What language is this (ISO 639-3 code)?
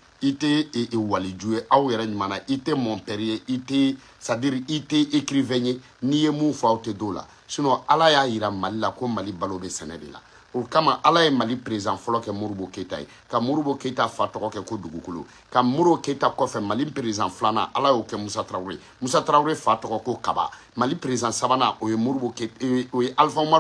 bam